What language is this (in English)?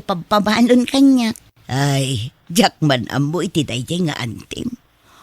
Iloko